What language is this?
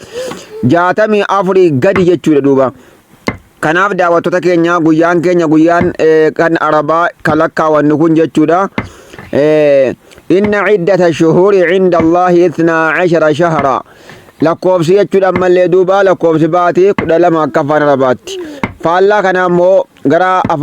Oromo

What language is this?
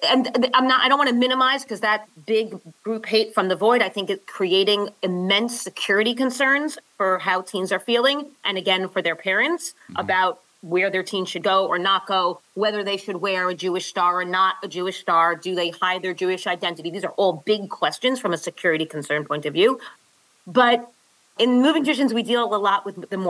English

